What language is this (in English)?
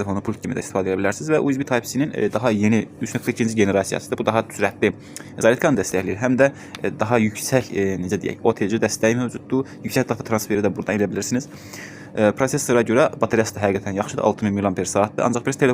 Azerbaijani